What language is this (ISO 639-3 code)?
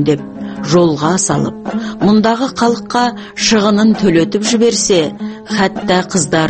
kaz